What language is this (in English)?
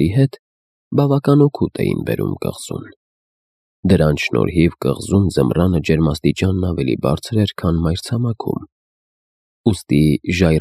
Armenian